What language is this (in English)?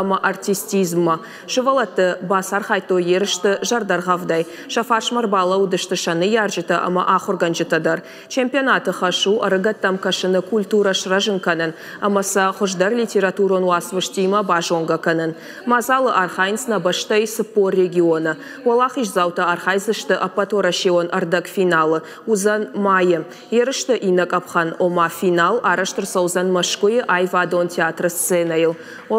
Ossetic